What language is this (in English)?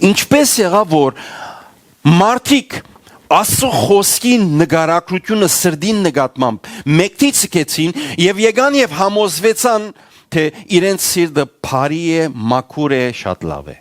Western Armenian